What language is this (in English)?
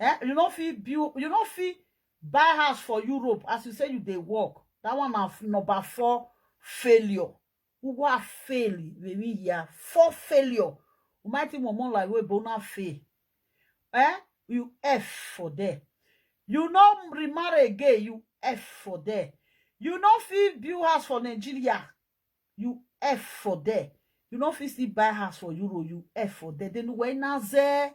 Nigerian Pidgin